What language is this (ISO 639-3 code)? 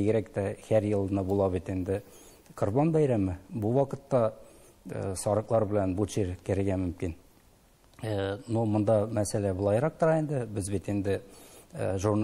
tat